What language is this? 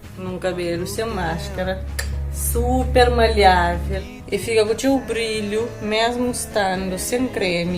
Kabuverdianu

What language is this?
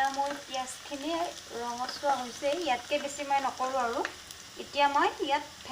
Assamese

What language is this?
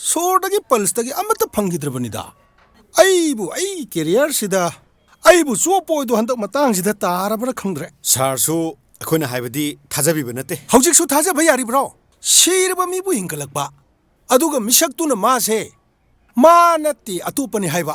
Manipuri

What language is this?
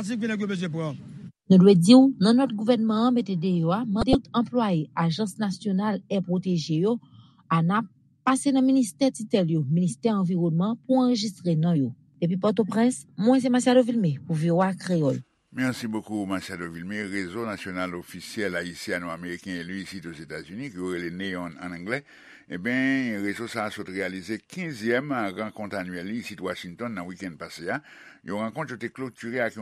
Haitian Creole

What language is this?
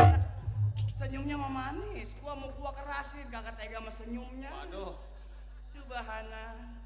Betawi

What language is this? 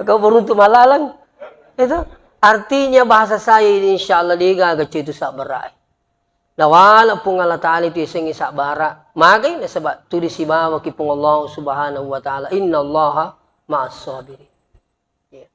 Buginese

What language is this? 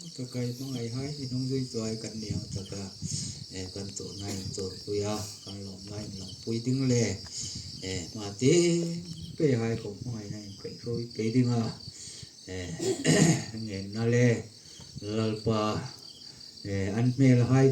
Hmar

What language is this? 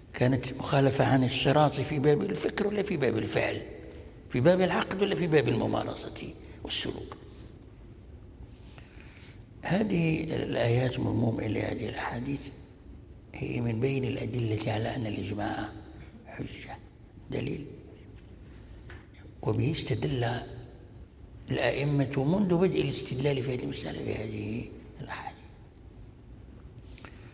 Arabic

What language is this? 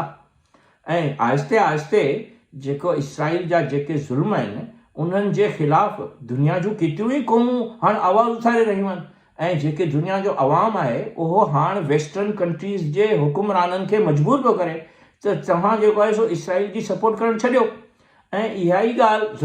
Sindhi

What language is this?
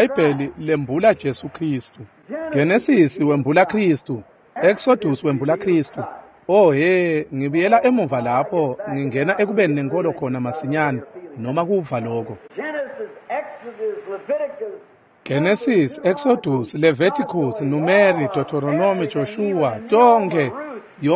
Swati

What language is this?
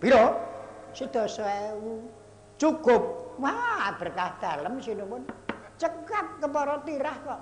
Javanese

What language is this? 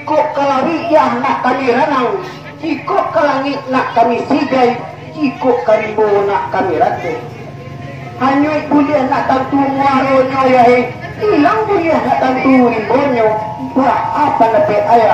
Minangkabau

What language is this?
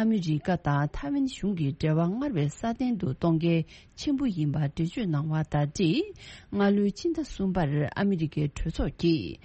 Tibetan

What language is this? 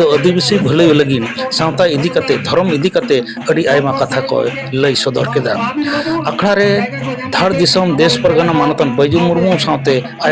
Santali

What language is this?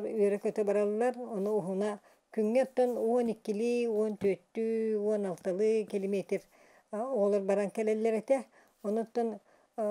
Yakut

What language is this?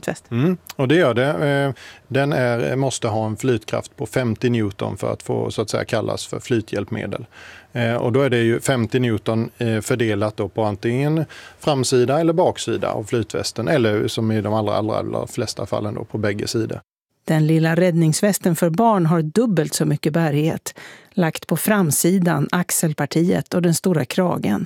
Swedish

